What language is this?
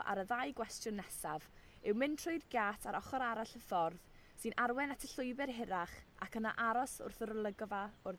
Welsh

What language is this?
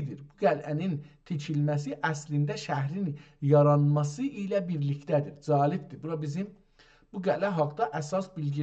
South Azerbaijani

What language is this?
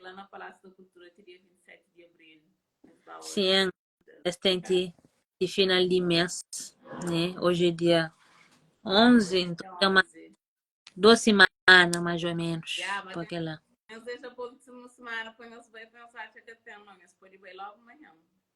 Kabuverdianu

